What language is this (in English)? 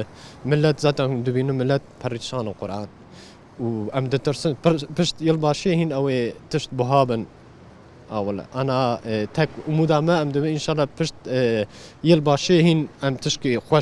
Kurdish